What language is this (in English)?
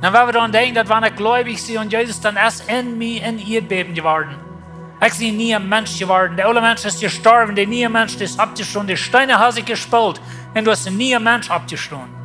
Plautdietsch